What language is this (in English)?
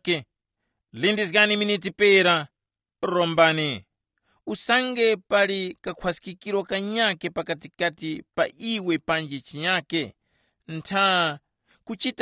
Tumbuka